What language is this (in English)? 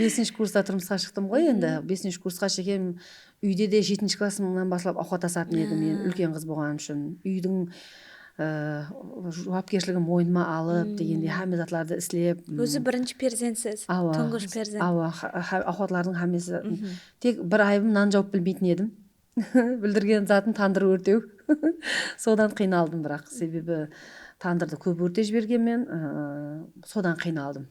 Kara-Kalpak